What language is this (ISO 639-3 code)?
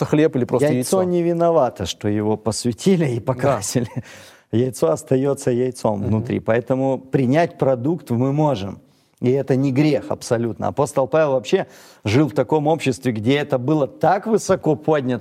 rus